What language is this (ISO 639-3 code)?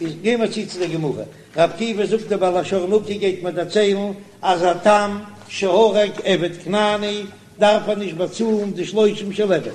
yid